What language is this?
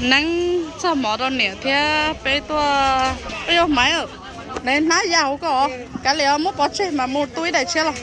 Hmong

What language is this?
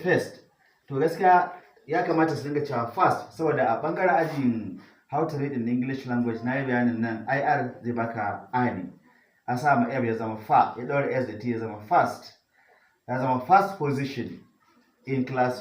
Hausa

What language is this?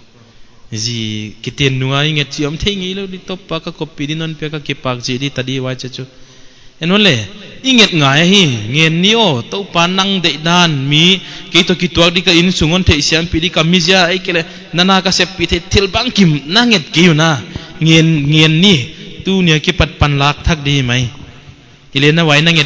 Paite Chin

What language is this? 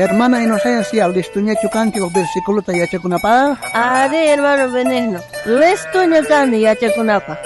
South Bolivian Quechua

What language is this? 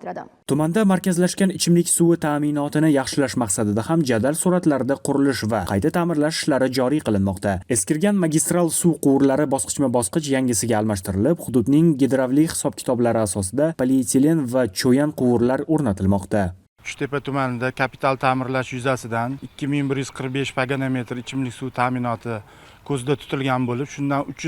Uzbek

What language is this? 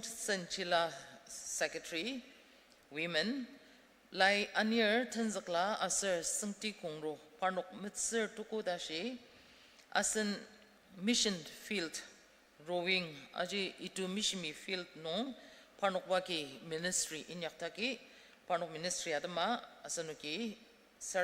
Ao Naga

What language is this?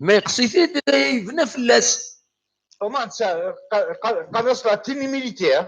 Kabyle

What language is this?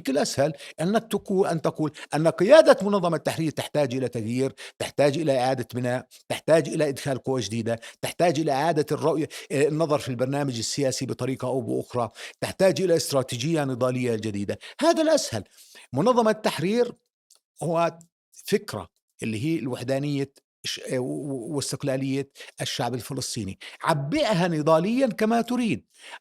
North Levantine Arabic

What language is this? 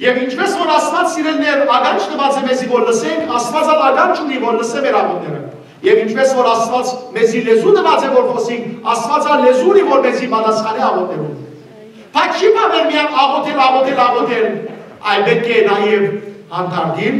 Western Armenian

